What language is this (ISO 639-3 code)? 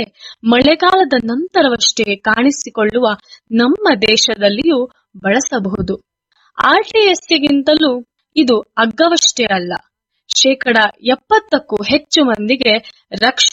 kan